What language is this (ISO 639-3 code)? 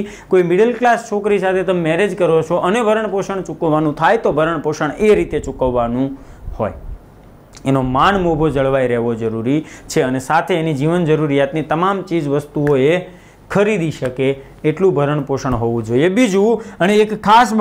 guj